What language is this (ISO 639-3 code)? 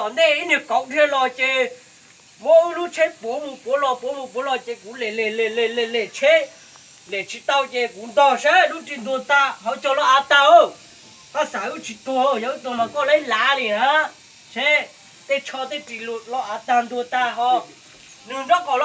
hmn